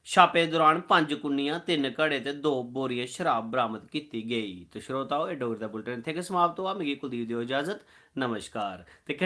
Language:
Dogri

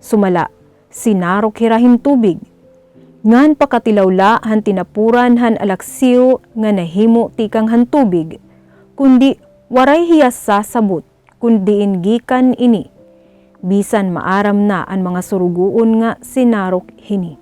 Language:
Waray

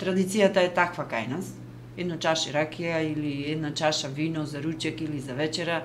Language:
Macedonian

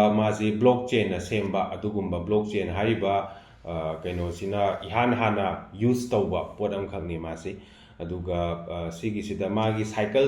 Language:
Manipuri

